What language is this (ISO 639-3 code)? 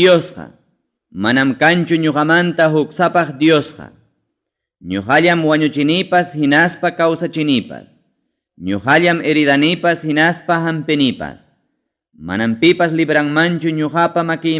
quy